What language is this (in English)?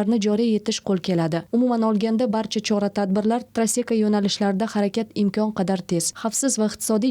Uzbek